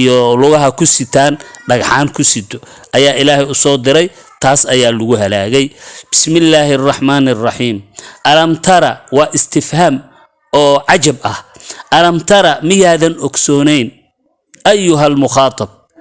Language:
Somali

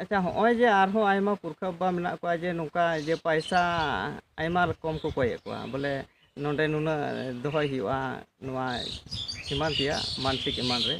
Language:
Santali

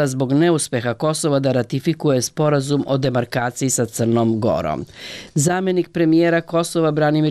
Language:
Serbian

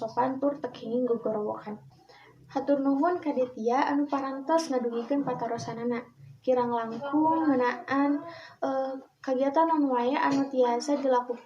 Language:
Sundanese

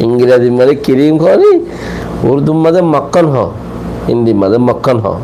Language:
Rohingya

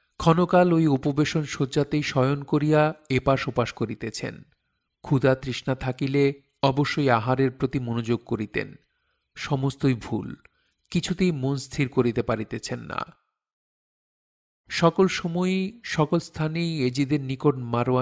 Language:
Bangla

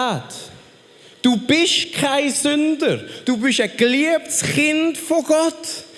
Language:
Swiss German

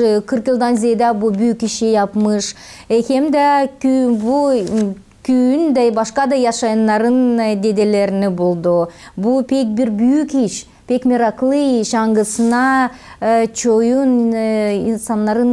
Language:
Gagauz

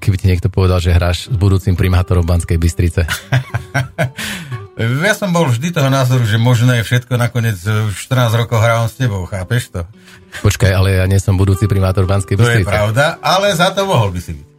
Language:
Slovak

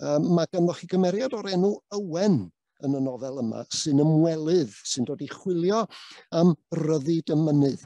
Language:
Welsh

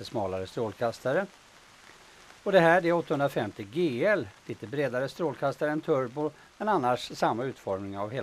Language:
Swedish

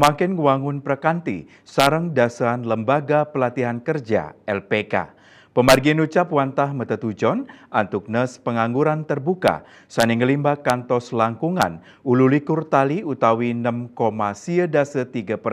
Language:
Balinese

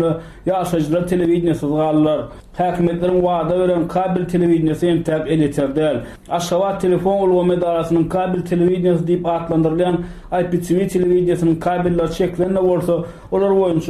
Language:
Turkmen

